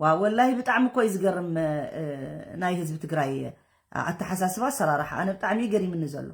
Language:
Tigrinya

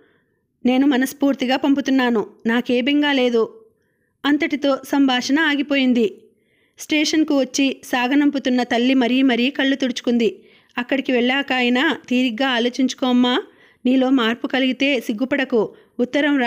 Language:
Telugu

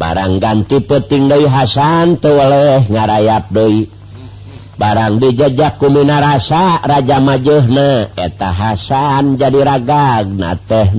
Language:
Sundanese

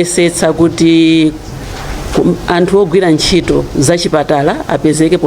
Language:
Nyanja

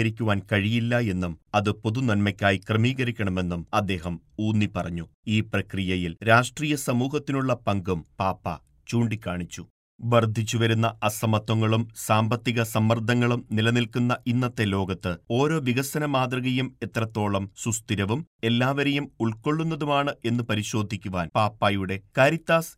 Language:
Malayalam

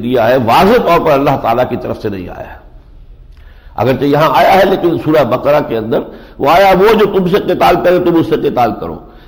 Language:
Urdu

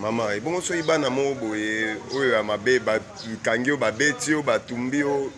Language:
Lingala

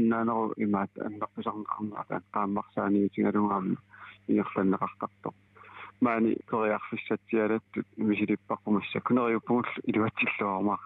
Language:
Kalaallisut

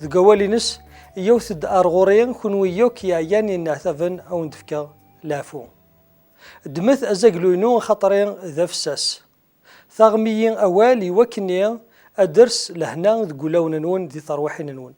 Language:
Kabyle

